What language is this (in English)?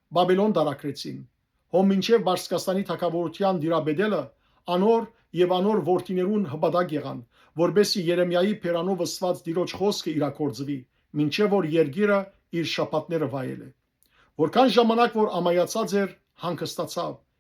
Western Armenian